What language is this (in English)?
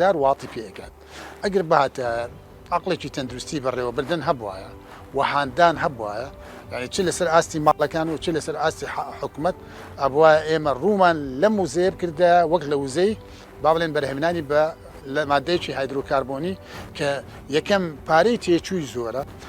Central Kurdish